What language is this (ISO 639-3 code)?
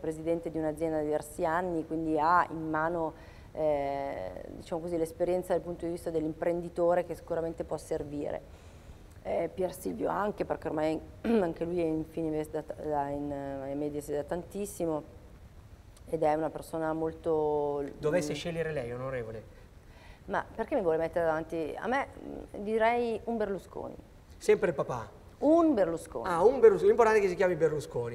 ita